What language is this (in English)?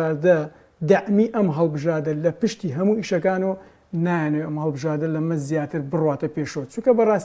Central Kurdish